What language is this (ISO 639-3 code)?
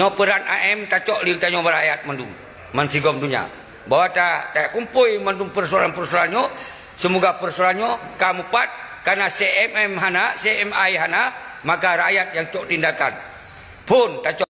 ace